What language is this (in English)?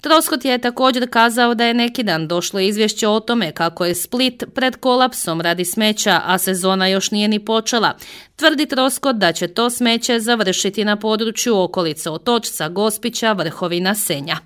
Croatian